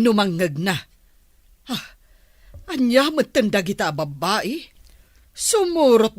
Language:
Iloko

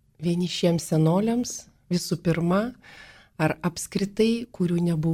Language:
Lithuanian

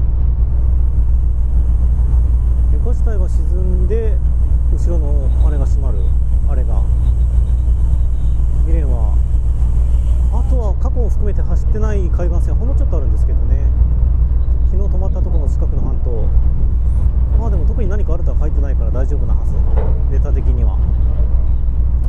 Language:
Japanese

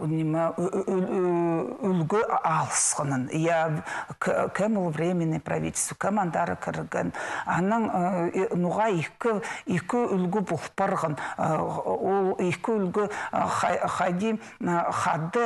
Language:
Khakas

